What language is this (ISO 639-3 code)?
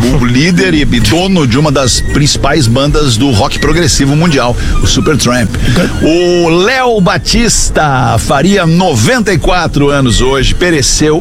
por